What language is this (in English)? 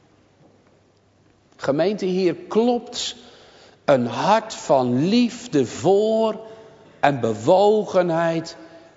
Dutch